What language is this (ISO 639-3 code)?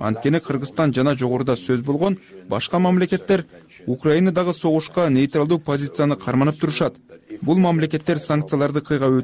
kir